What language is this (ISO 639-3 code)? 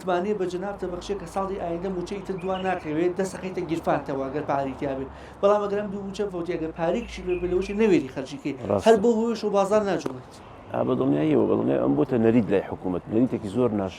ckb